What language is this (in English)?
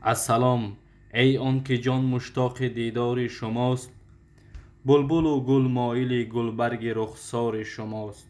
Tajik